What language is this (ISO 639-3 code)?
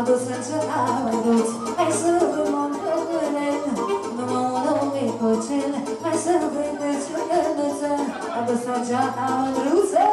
ron